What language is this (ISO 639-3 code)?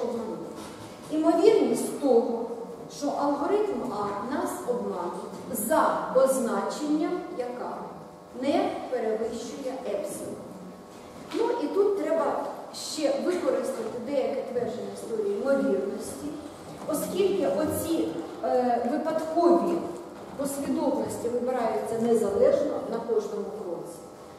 ukr